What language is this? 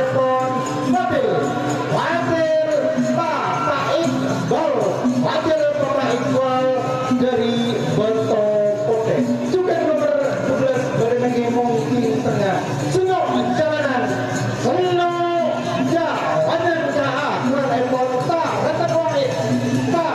Madurese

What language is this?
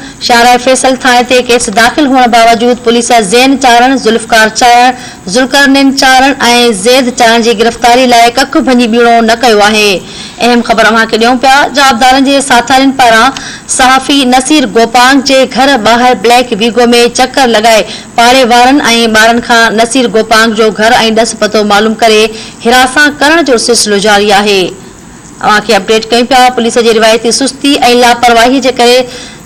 Sindhi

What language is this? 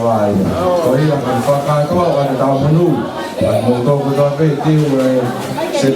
Tongan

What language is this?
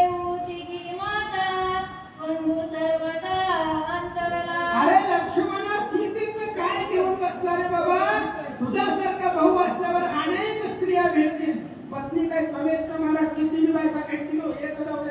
Marathi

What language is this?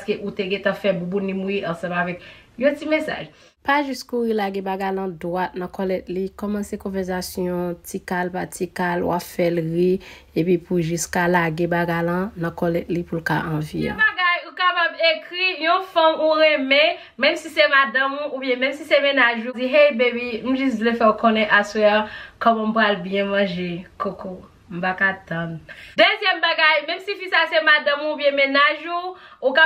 Haitian Creole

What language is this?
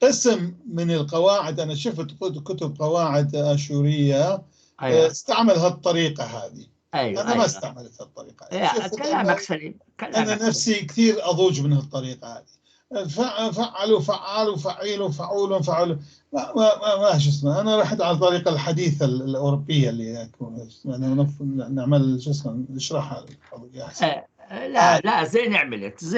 North Levantine Arabic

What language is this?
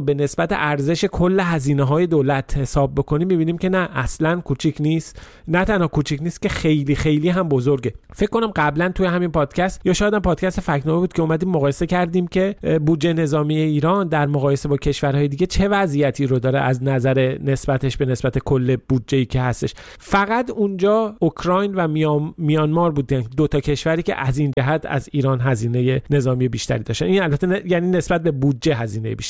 Persian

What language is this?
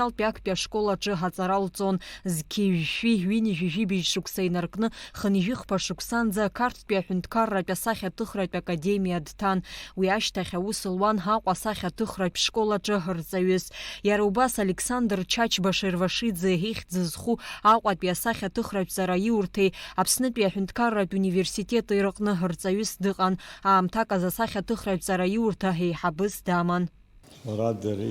Abkhazian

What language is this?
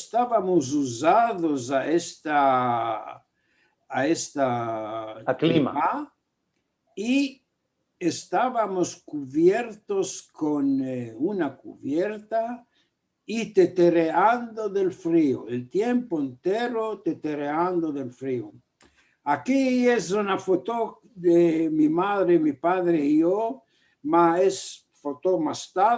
Ladino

